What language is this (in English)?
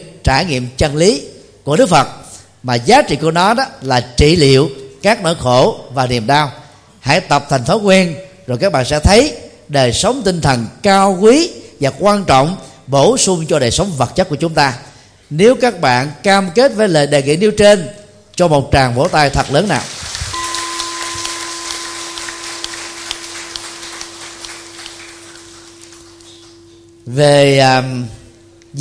Vietnamese